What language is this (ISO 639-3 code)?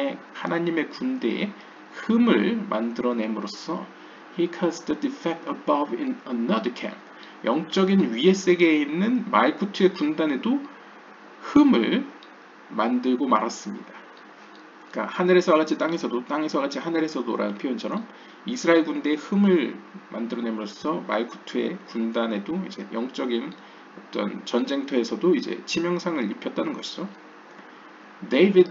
kor